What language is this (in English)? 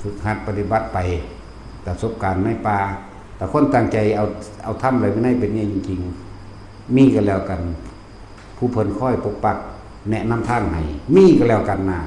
Northeastern Thai